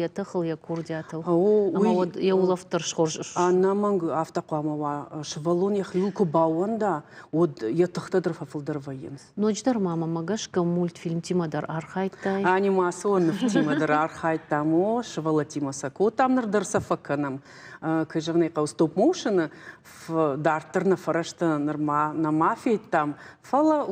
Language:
Ossetic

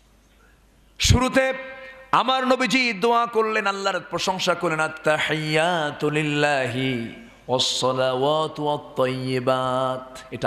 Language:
Bangla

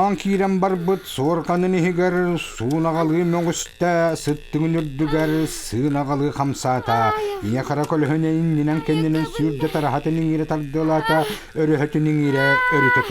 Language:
Yakut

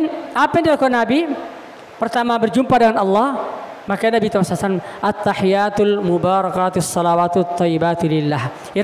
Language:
Buginese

